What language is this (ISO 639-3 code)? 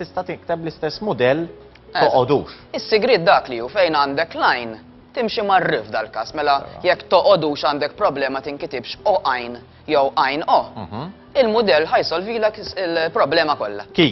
mlt